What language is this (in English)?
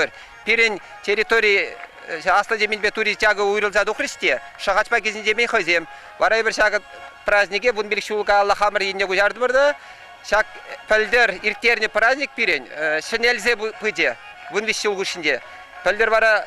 Chuvash